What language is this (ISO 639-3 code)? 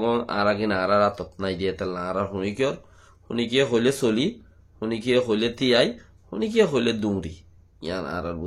rhg